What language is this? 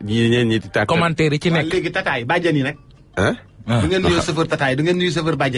Wolof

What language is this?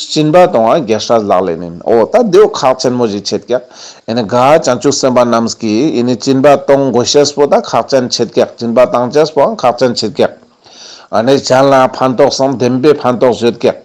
Ladakhi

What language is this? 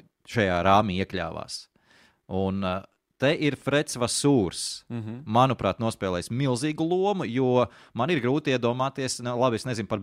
Latvian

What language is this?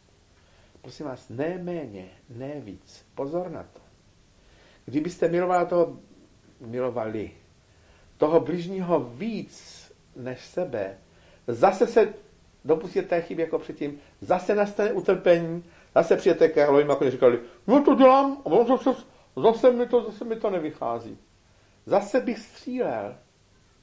Czech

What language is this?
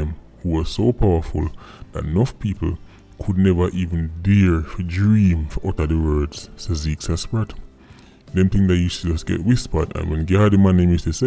Jamaican Creole English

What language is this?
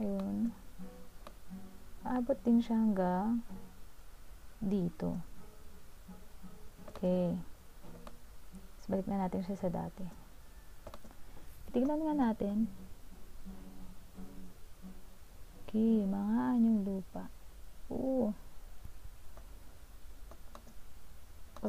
Filipino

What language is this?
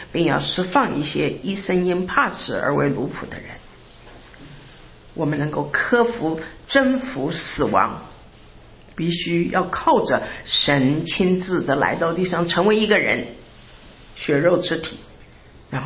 Chinese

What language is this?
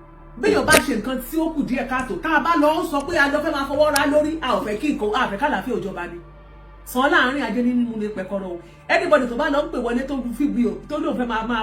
Yoruba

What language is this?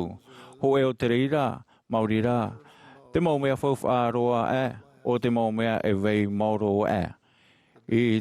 Tahitian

